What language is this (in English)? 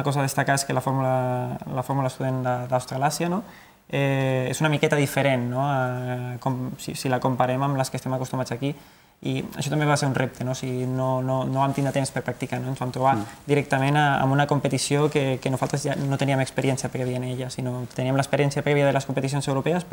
Catalan